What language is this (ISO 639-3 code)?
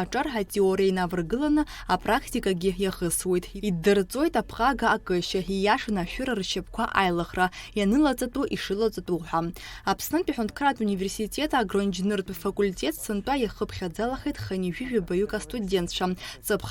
abk